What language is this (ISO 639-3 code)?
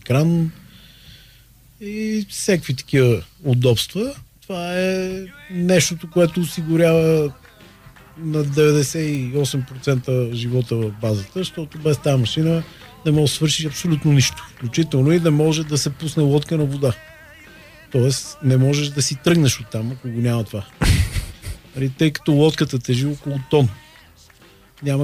bul